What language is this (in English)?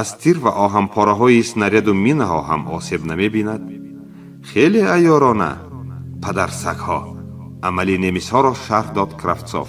Tajik